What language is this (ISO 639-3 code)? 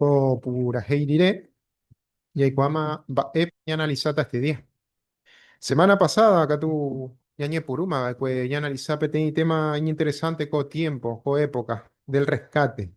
grn